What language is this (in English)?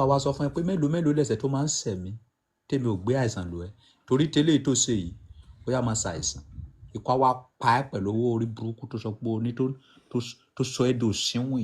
Yoruba